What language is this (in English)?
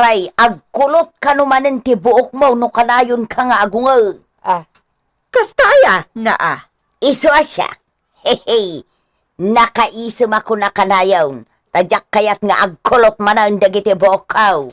Iloko